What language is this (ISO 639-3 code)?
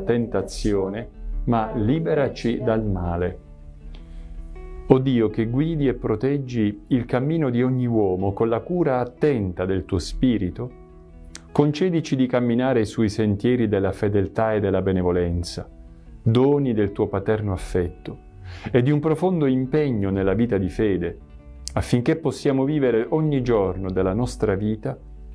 ita